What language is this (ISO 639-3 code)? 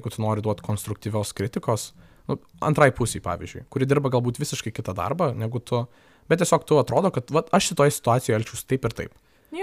lit